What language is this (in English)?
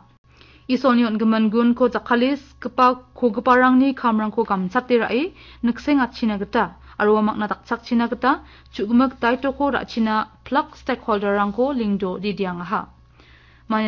Garo